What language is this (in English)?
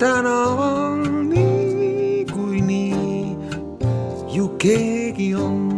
Estonian